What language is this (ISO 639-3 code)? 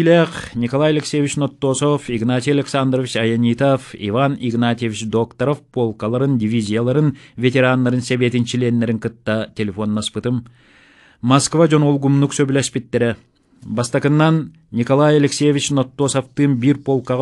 sah